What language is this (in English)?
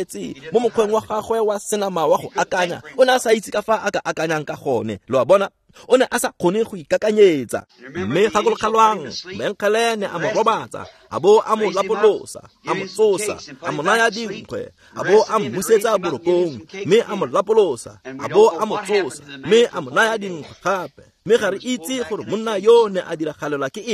Tswana